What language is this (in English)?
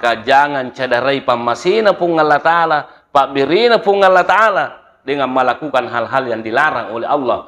Buginese